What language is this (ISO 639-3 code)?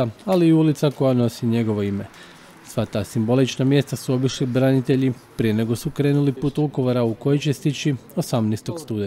hrv